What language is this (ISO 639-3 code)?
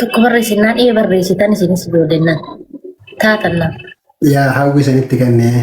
orm